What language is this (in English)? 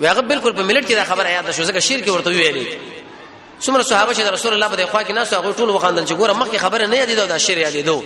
Pashto